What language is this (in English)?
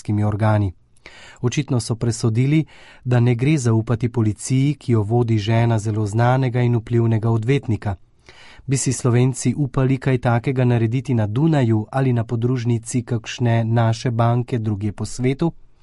Slovenian